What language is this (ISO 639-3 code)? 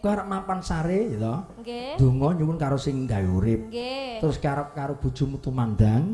jav